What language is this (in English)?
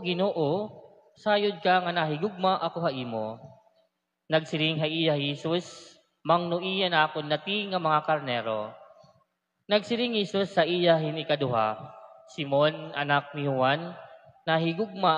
Waray